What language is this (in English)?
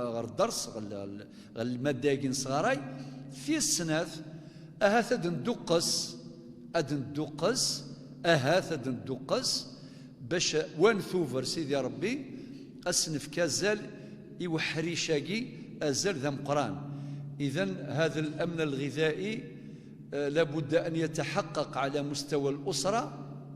Kabyle